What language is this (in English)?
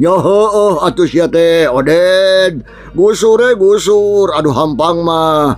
Sundanese